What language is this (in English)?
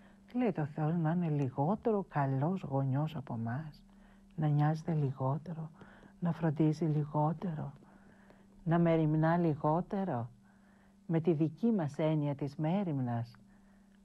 Greek